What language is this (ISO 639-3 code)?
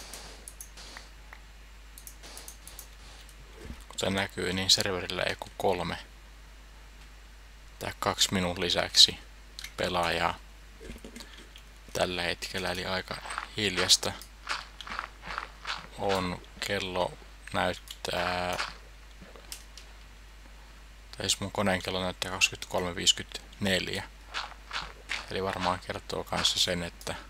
fin